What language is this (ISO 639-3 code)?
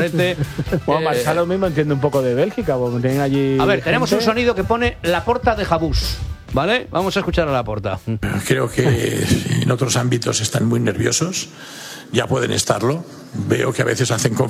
spa